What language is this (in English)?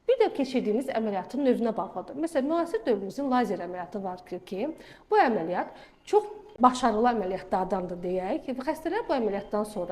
Azerbaijani